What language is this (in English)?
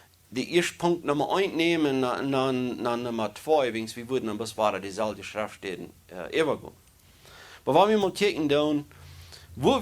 Plautdietsch